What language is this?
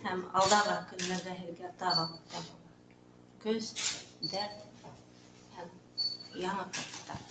Bashkir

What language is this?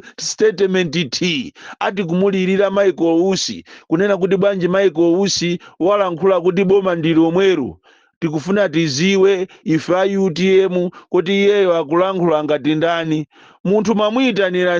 Nyanja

